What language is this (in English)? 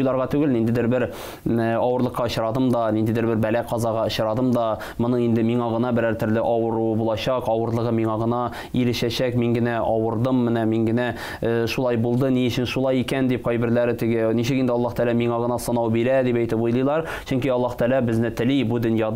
Tatar